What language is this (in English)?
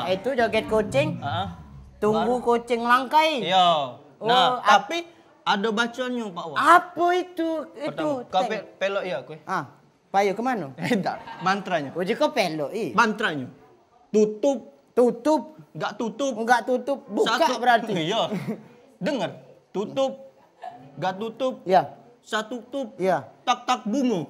Musi